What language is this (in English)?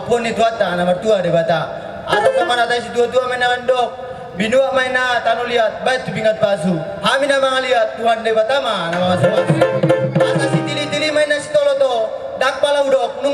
Batak Toba